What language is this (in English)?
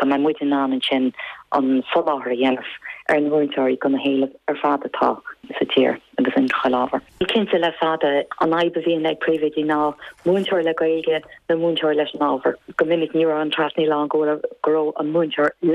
Irish